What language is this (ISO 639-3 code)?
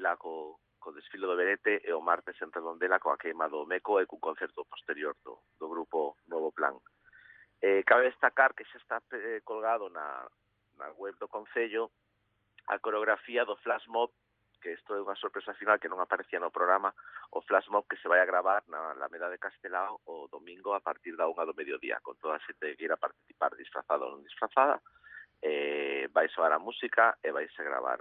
glg